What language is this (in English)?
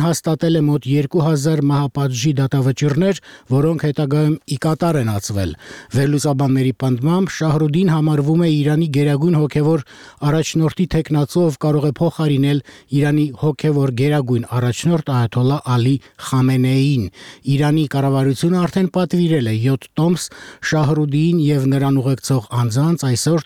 Armenian